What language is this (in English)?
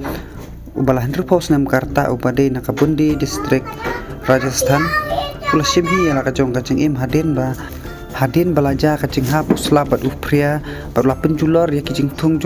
Khasi